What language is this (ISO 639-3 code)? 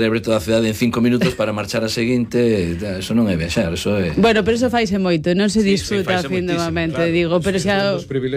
glg